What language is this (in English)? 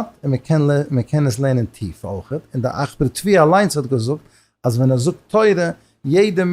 Yiddish